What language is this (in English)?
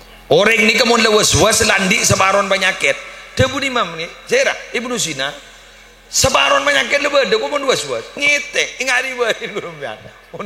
Madurese